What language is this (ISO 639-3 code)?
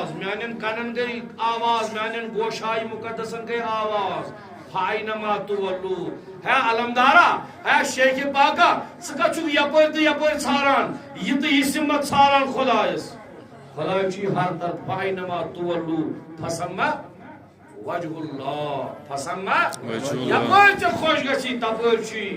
kas